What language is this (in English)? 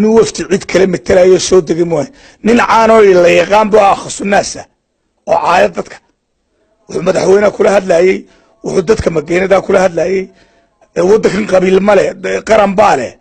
Somali